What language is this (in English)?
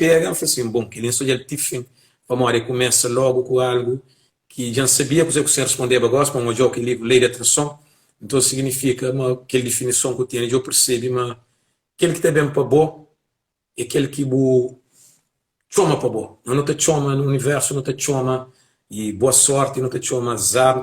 Kabuverdianu